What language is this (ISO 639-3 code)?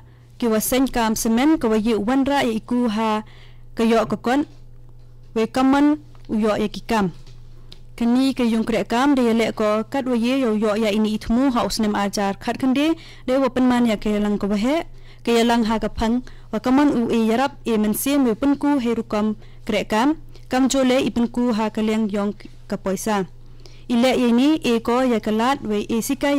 kha